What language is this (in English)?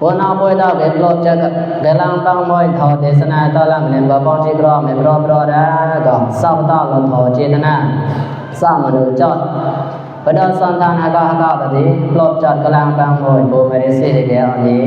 Mon